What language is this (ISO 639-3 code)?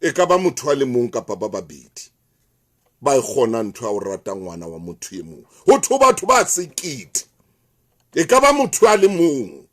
sot